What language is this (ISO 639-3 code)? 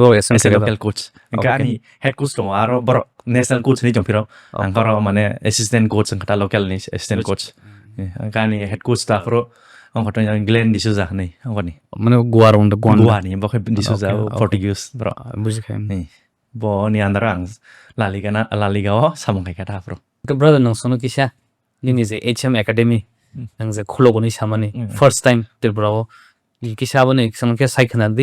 trp